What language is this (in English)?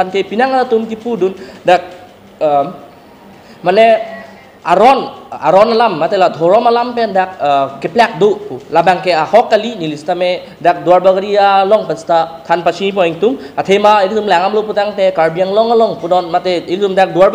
Karbi